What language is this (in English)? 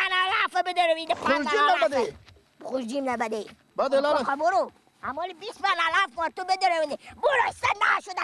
Persian